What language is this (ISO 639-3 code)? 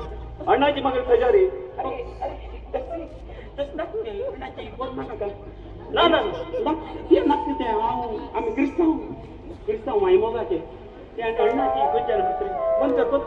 kok